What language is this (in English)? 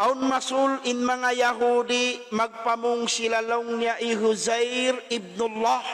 Tausug